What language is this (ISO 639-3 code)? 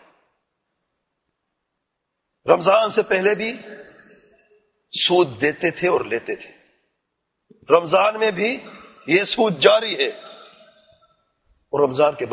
urd